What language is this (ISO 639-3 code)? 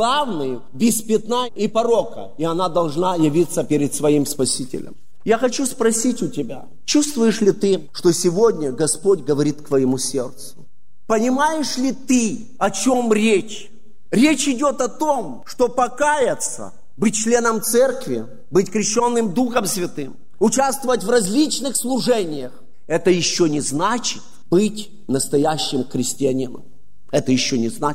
rus